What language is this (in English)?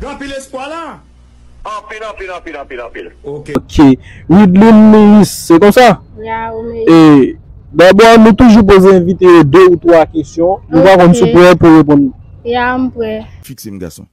Haitian Creole